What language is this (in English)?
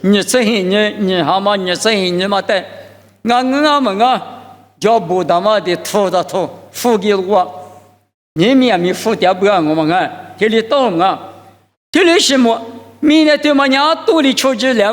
Lisu